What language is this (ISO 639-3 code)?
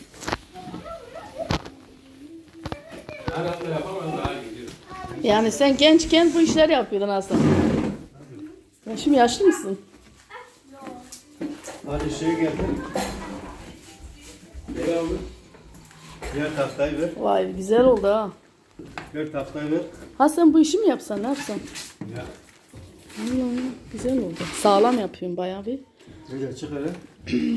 tur